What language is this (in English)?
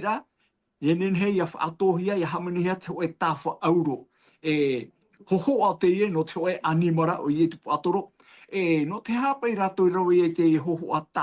Tahitian